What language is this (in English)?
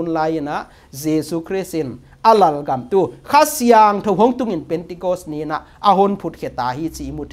Paite Chin